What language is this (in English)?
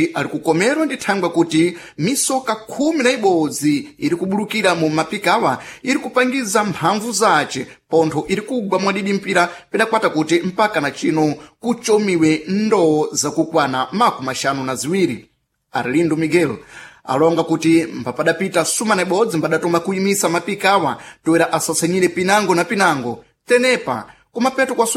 Sena